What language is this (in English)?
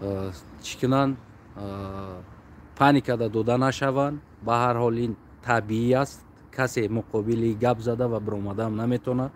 Tajik